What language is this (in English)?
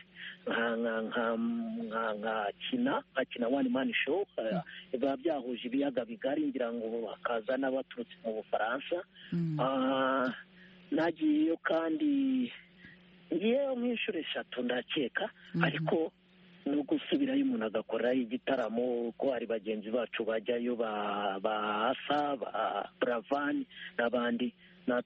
Kinyarwanda